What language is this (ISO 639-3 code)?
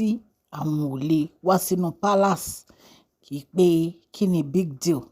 yor